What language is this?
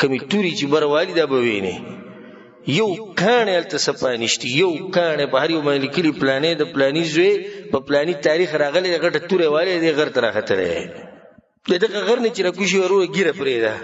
Pashto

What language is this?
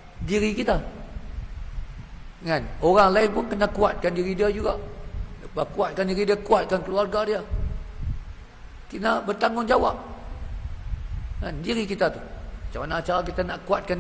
Malay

